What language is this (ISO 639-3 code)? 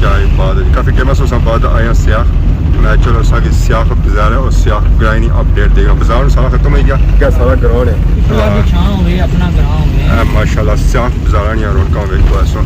phr